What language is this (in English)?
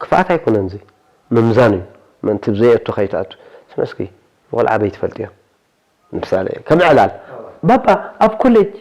Tigrinya